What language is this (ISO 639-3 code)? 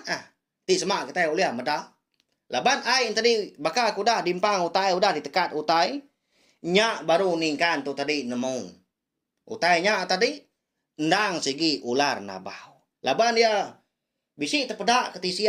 iba